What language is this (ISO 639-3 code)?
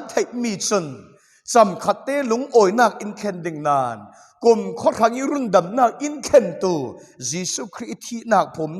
cfm